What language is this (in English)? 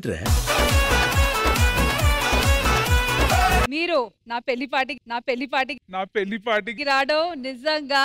Telugu